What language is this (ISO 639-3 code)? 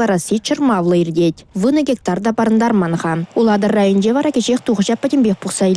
chv